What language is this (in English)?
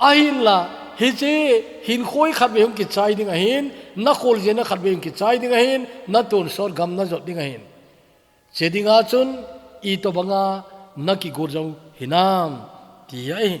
Thado Chin